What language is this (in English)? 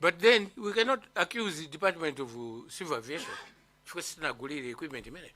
Nyanja